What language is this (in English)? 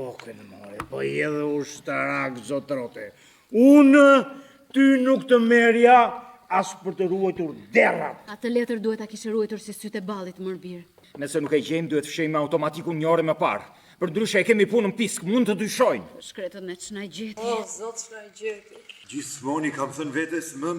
Albanian